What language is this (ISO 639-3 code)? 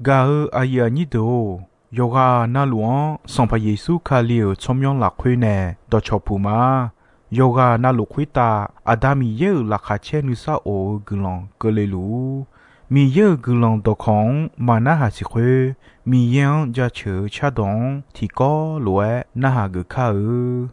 ahk